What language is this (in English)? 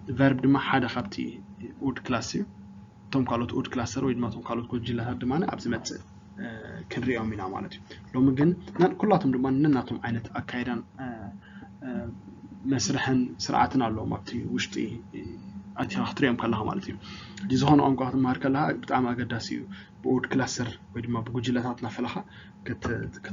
Tigrinya